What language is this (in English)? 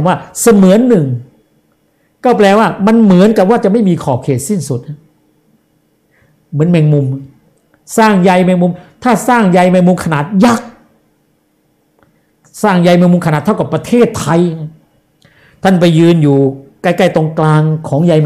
Thai